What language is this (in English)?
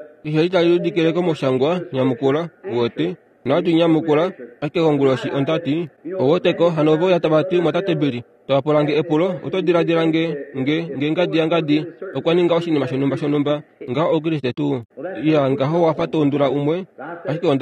Kuanyama